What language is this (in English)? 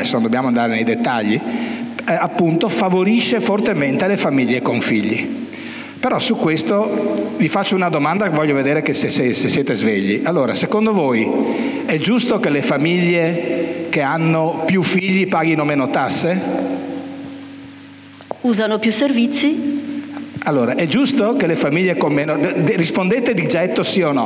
Italian